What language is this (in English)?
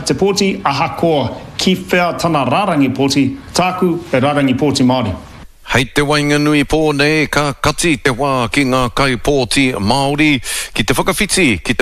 Māori